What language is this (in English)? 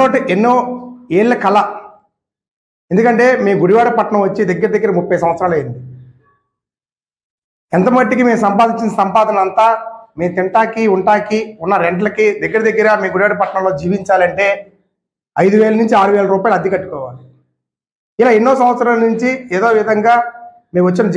Telugu